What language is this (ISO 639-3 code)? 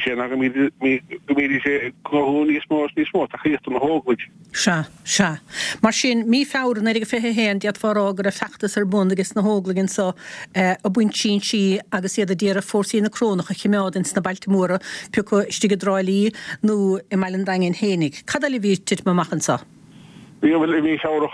gle